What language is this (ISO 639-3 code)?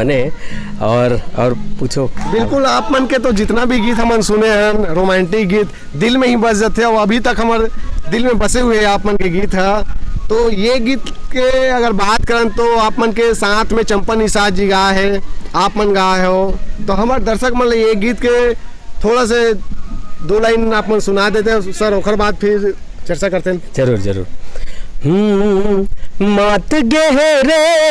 hne